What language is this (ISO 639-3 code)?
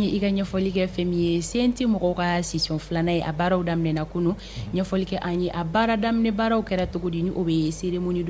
bam